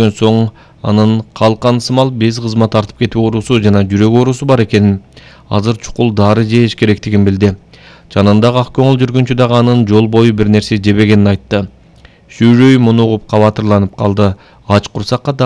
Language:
Kyrgyz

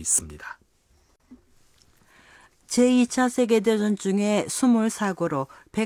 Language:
Korean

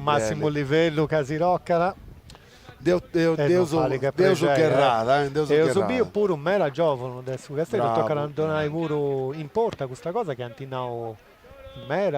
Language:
Sardinian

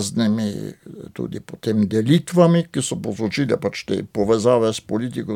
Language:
Slovenian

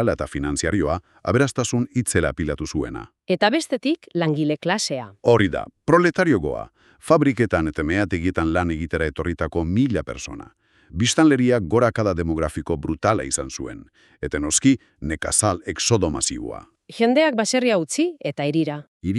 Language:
Basque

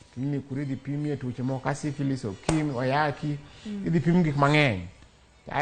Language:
Luo (Kenya and Tanzania)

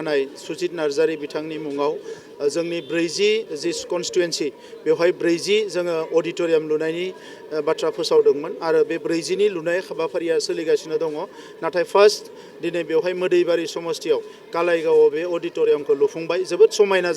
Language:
Bodo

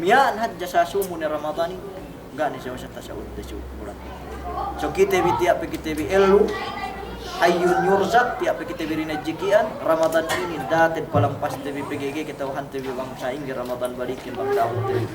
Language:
Yakan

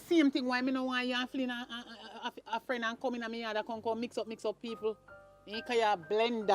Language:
Jamaican Creole English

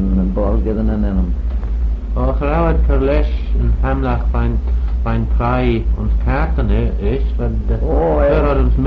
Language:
Manx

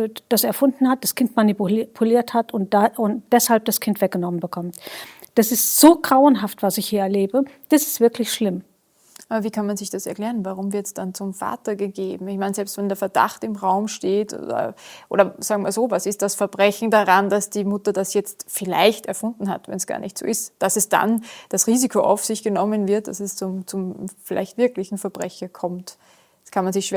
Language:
German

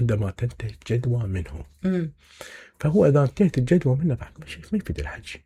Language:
Mesopotamian Arabic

